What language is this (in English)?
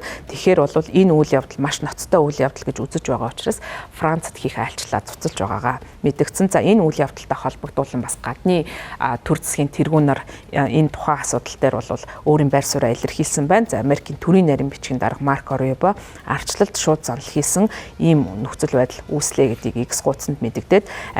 Mongolian